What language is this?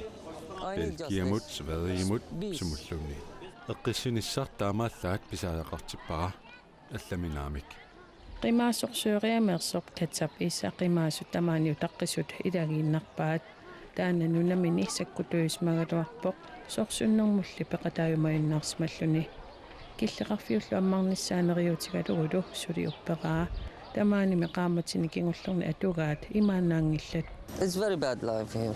Kalaallisut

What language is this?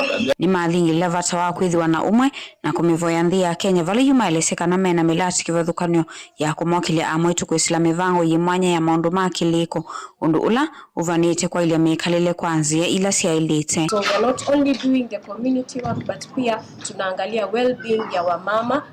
Kamba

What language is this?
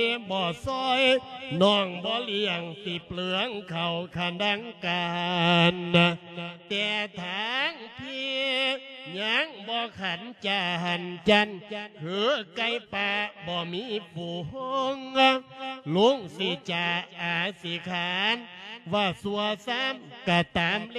Lao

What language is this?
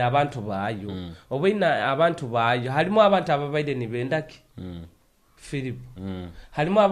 Nyoro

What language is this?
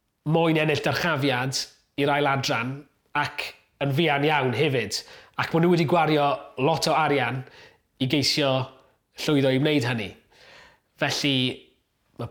Welsh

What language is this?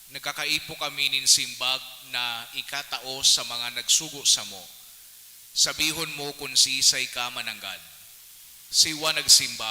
Bikol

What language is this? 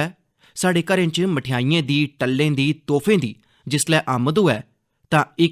Dogri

